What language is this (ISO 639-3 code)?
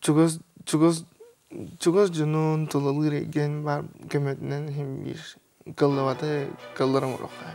sah